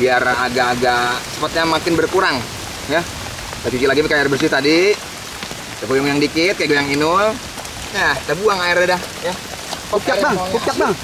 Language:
Betawi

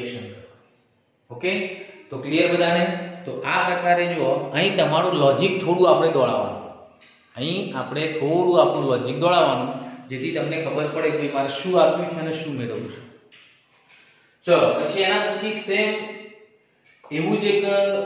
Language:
Gujarati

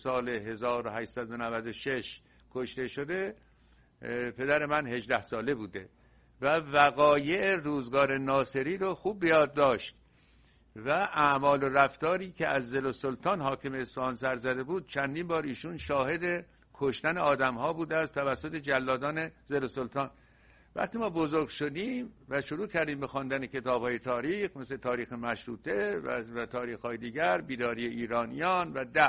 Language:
Persian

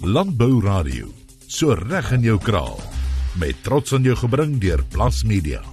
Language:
Afrikaans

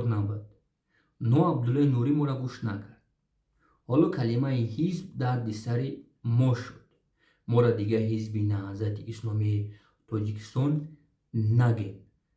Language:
Tajik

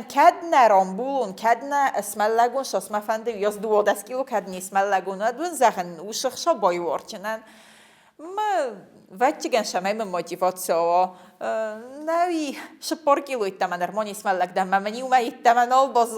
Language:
Ossetic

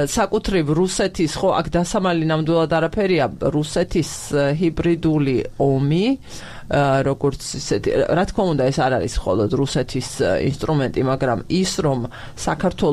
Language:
Georgian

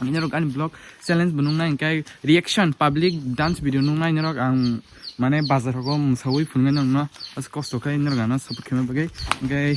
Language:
Kok Borok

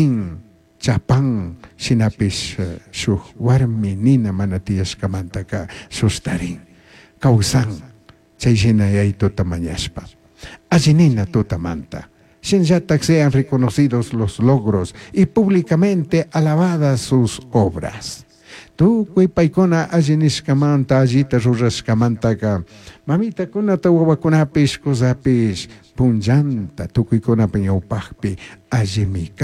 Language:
Chimborazo Highland Quichua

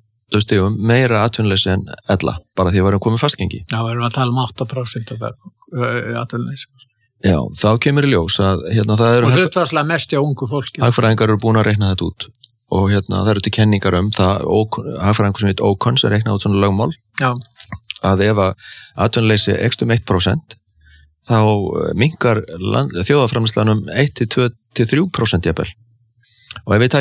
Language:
Icelandic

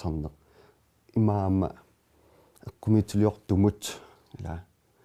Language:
Kalaallisut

